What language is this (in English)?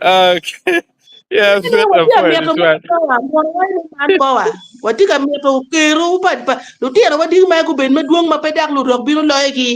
Acoli